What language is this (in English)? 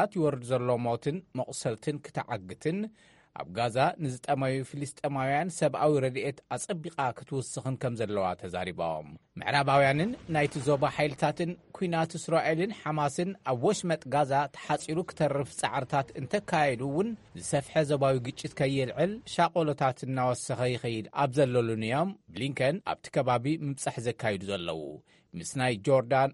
Tigrinya